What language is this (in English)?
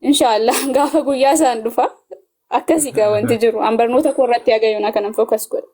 Oromo